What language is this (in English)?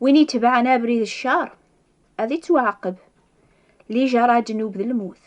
Kabyle